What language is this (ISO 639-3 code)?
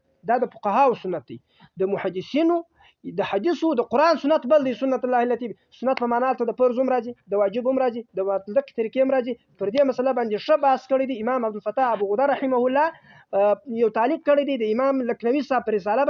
pus